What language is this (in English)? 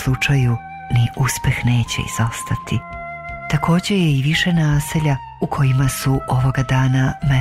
Serbian